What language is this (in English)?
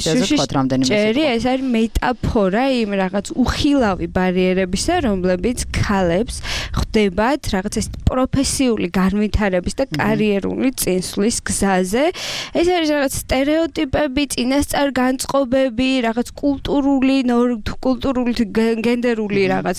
Georgian